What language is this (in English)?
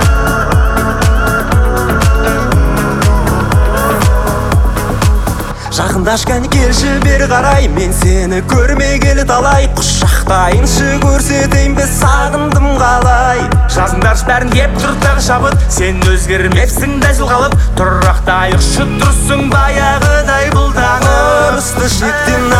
Kazakh